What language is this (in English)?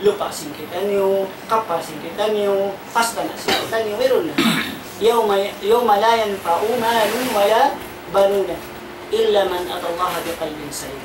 Tausug